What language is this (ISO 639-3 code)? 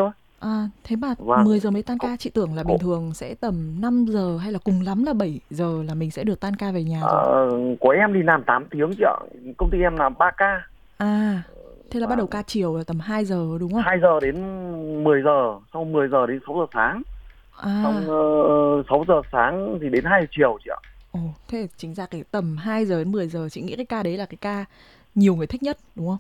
vie